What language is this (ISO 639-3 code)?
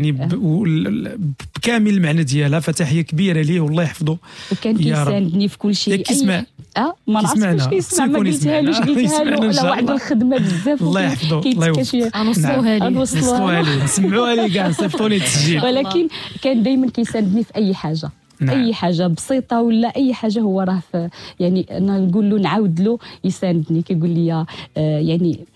ary